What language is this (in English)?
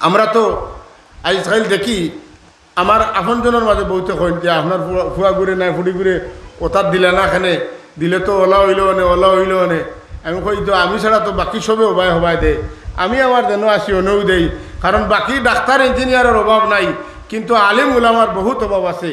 Sylheti